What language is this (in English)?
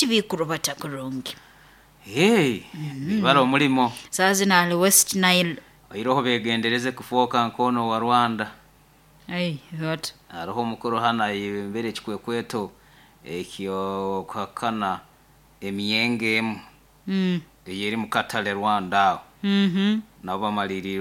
Nyoro